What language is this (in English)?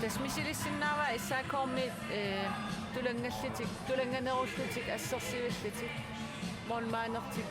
Kalaallisut